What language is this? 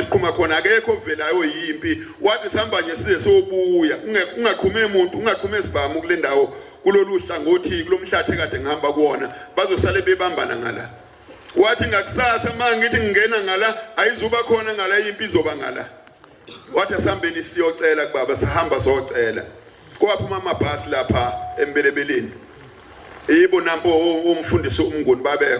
Zulu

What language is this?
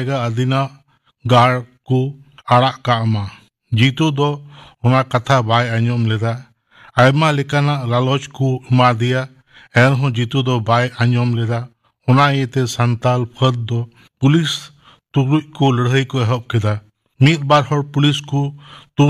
Santali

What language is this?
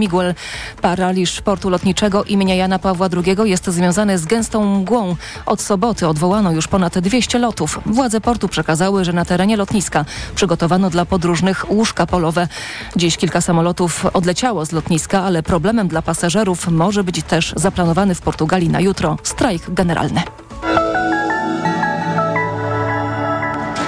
Polish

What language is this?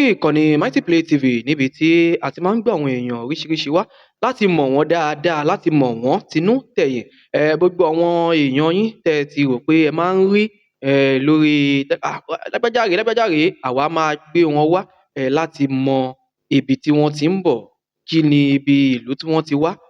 Yoruba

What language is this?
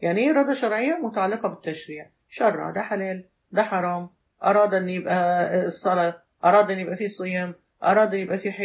Egyptian Arabic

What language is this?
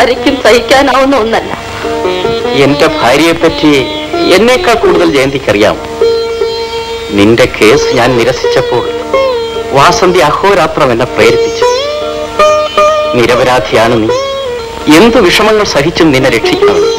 Malayalam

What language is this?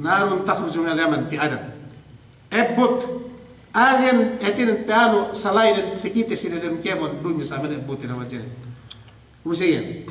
Yakan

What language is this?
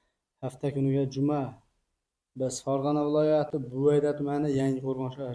Uzbek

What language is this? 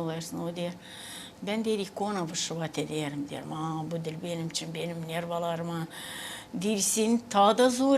Gagauz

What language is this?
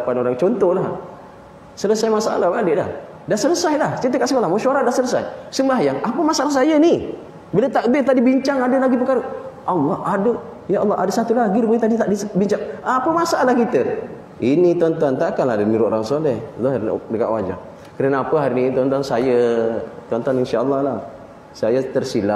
Malay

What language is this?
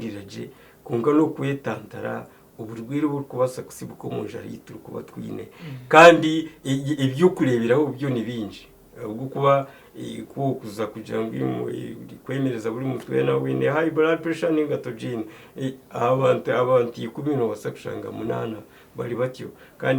Nyankole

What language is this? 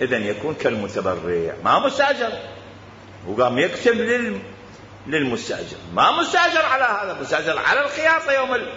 Mesopotamian Arabic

